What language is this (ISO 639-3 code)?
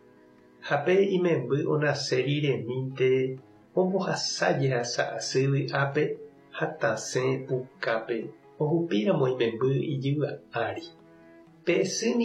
grn